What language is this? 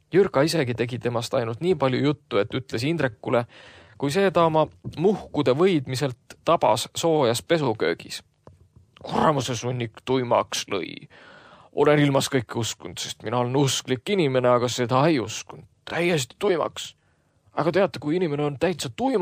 Estonian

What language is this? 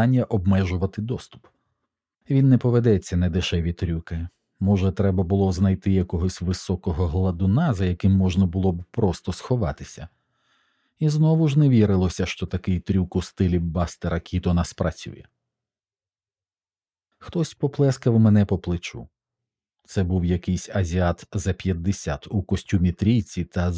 Ukrainian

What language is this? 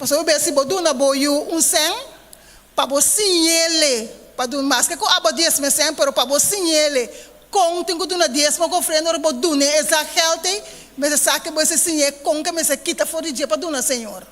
Papiamento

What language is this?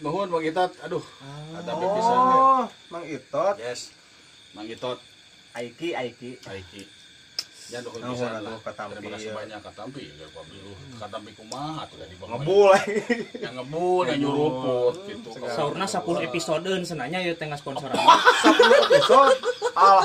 Sundanese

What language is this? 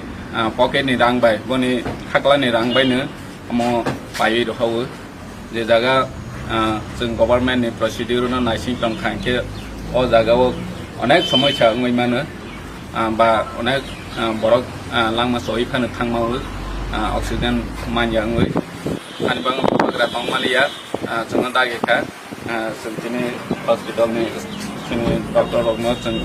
Kok Borok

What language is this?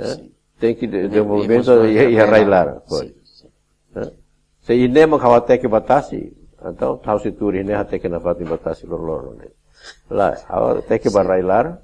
Tetum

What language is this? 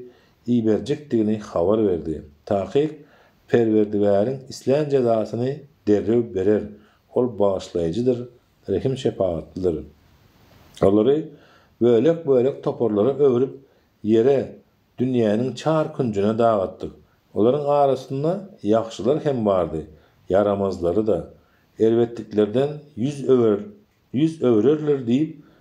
Turkmen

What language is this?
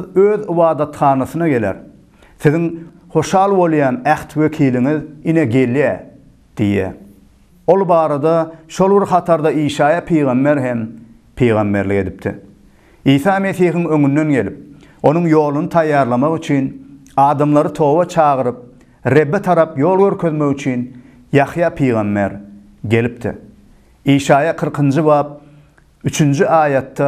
Turkmen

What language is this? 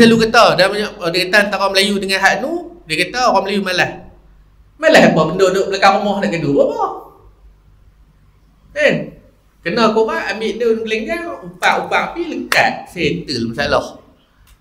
Malay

